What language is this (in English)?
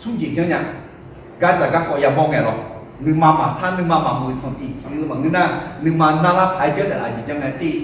Akha